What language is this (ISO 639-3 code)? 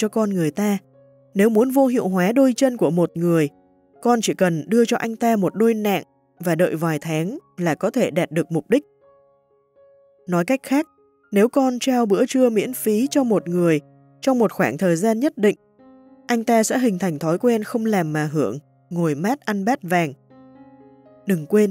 vie